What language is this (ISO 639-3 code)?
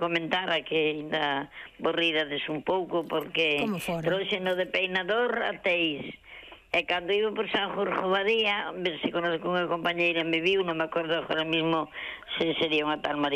glg